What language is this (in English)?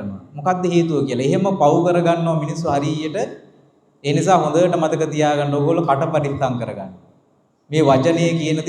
Sinhala